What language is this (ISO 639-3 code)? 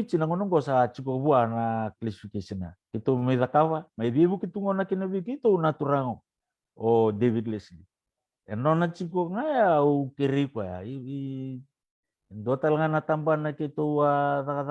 fij